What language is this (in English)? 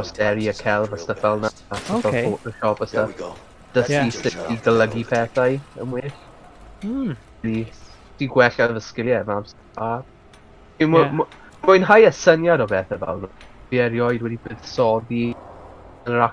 Welsh